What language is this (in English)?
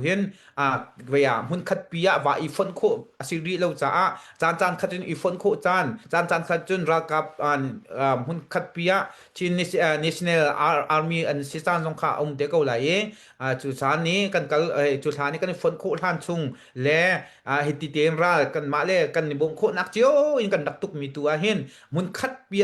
Hakha Chin